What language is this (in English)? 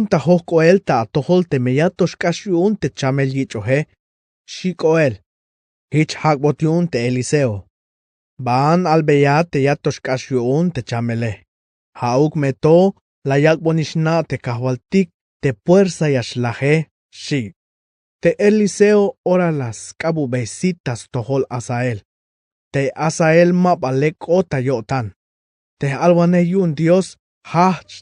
Tzeltal